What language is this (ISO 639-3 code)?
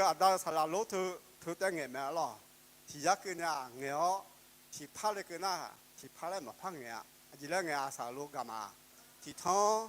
ahk